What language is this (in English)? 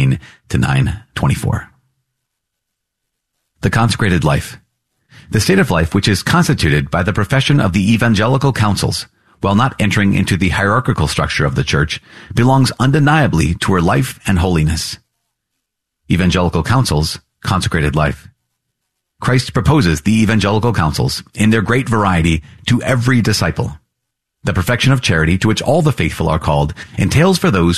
English